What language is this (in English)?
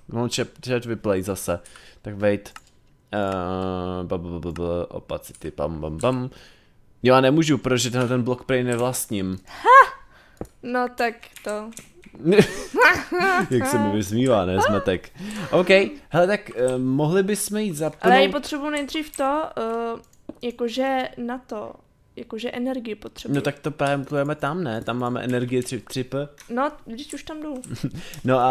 Czech